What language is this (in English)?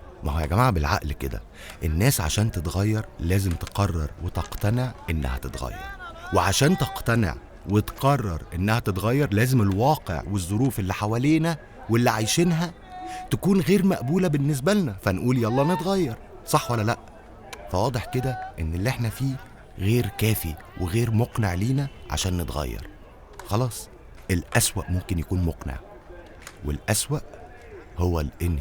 Egyptian Arabic